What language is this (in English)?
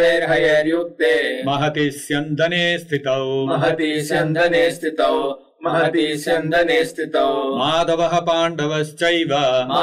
Sanskrit